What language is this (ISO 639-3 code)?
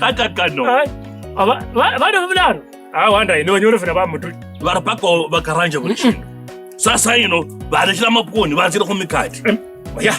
lkb